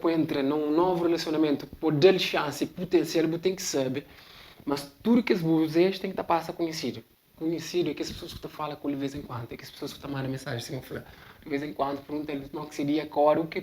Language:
Kabuverdianu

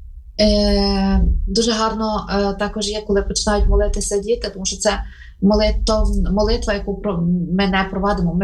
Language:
Ukrainian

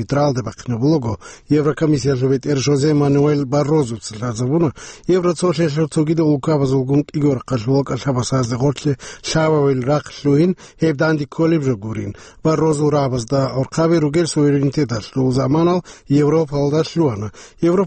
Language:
Avaric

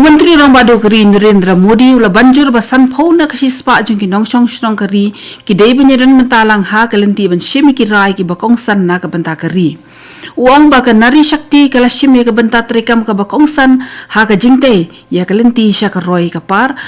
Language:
Khasi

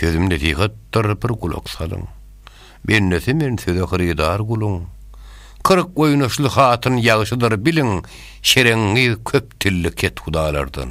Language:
Turkmen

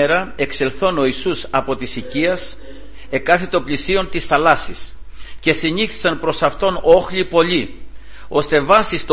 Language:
Greek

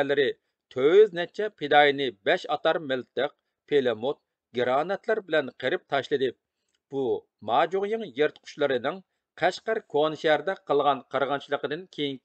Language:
Uyghur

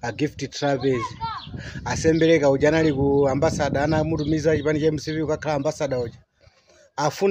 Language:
Nyanja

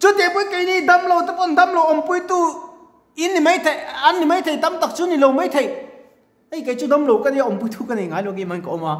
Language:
Mizo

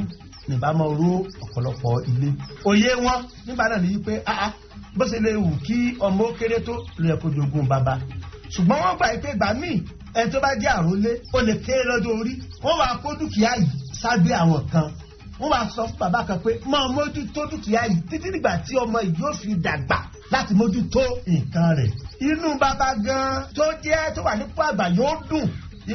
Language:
Yoruba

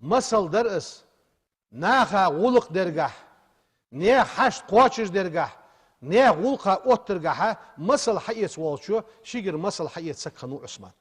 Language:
Ingush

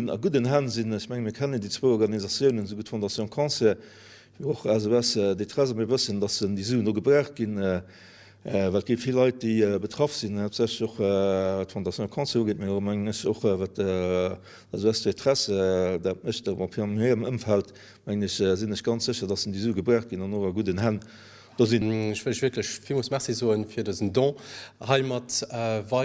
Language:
Luxembourgish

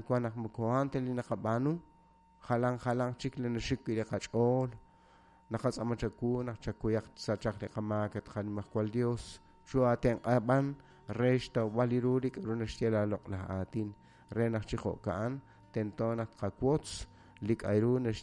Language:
Kekchí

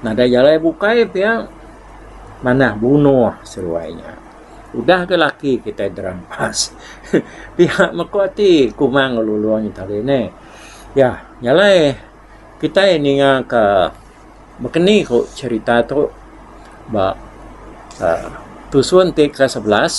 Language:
Iban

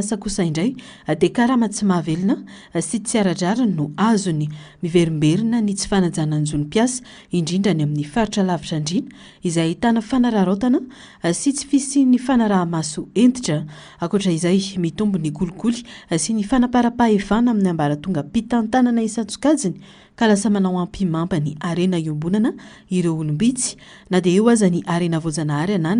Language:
Malagasy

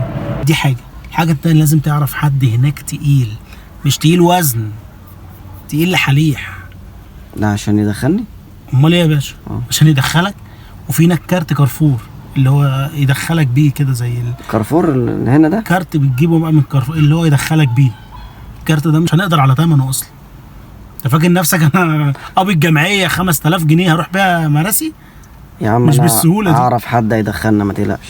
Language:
Egyptian Arabic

